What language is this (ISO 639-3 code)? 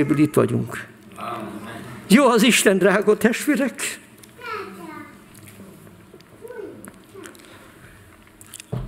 hun